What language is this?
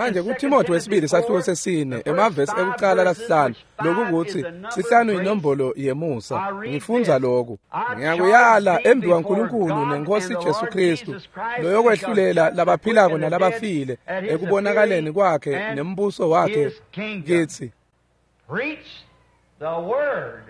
Swati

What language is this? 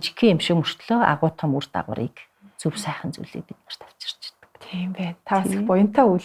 Mongolian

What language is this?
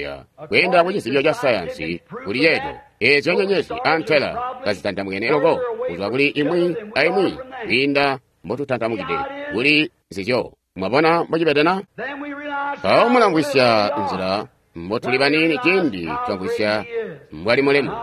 Tonga (Zambia)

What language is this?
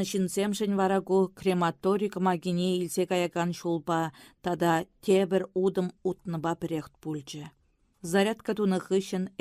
Chuvash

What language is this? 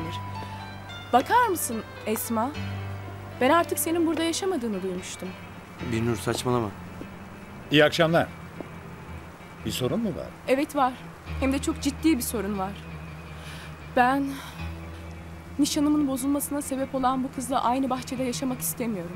Turkish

